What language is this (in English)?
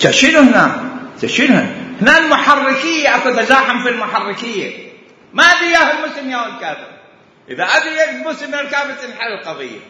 Mesopotamian Arabic